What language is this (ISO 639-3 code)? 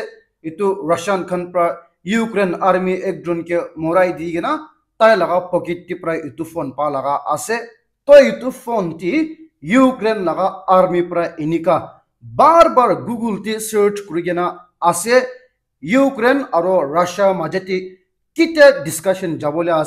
nag